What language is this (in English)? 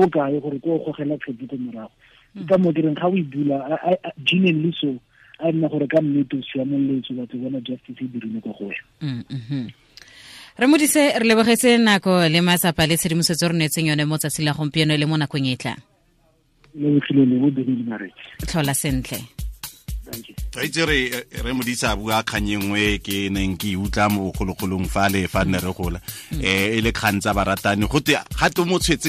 Tswana